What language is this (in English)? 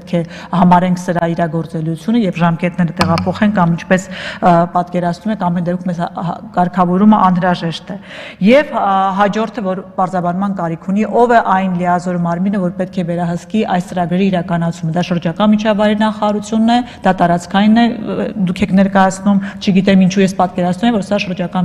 Armenian